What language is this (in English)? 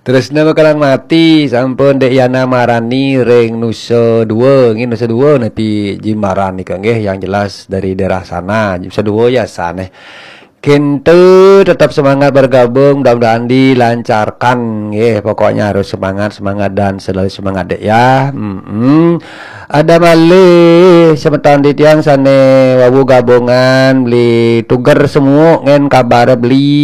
Balinese